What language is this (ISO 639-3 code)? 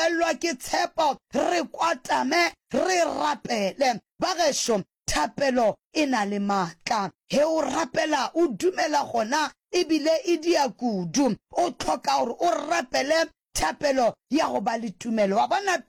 nso